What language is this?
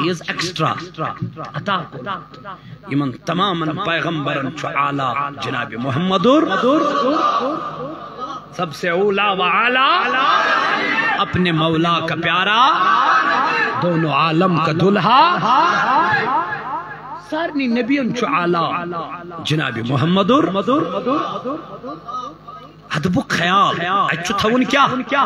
Kashmiri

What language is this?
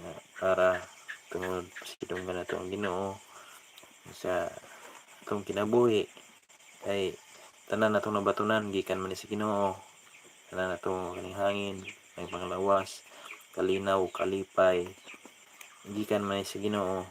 Cebuano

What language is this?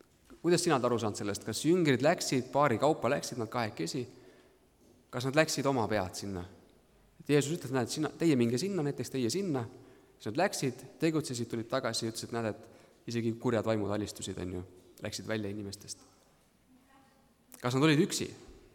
Estonian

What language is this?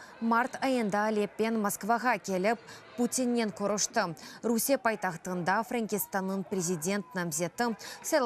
Crimean Tatar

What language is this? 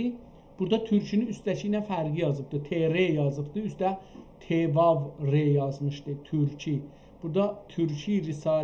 South Azerbaijani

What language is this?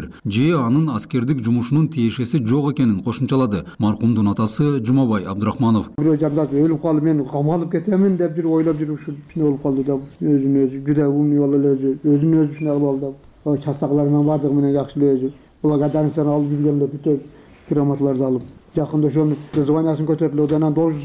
Kyrgyz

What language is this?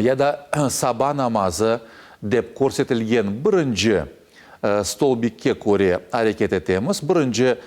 Crimean Tatar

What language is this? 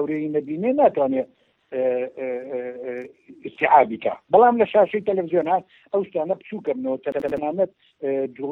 Central Kurdish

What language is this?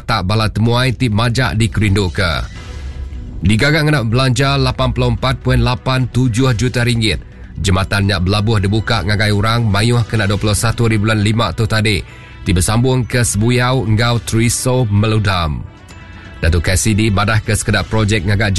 Iban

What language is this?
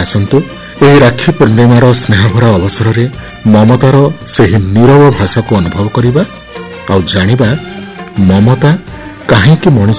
Odia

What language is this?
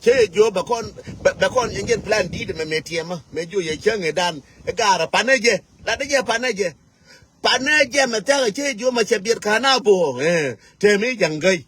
Nuer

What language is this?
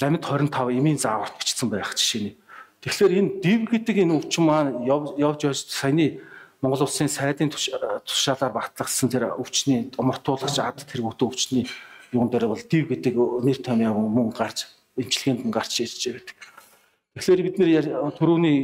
Mongolian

